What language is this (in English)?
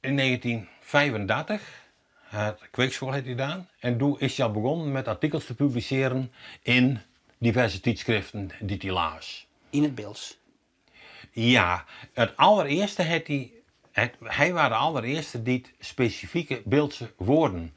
Western Frisian